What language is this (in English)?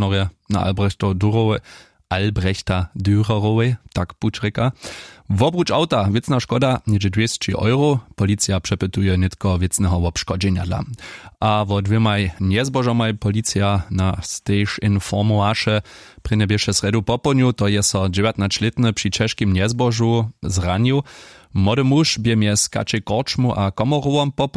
Upper Sorbian